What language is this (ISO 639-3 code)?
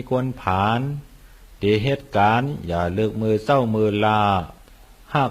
shn